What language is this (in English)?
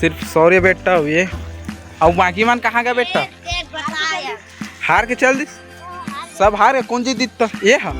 Chhattisgarhi